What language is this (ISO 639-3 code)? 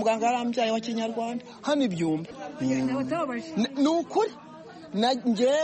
kin